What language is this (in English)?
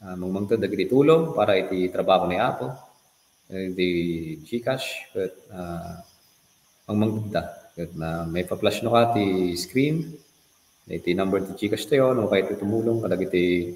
Iloko